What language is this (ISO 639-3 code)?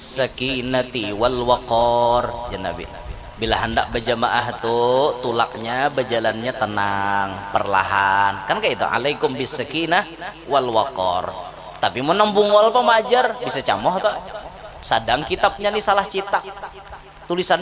bjn